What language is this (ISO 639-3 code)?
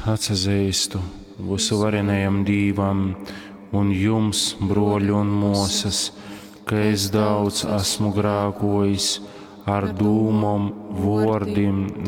ltg